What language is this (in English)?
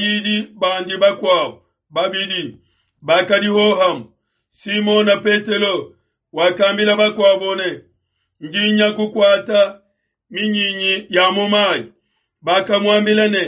Luba-Lulua